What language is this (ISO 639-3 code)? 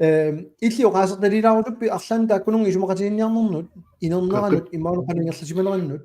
kal